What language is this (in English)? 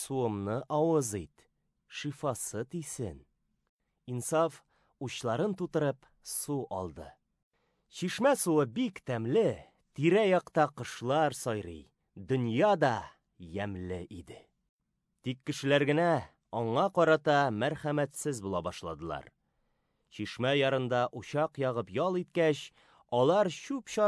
Tatar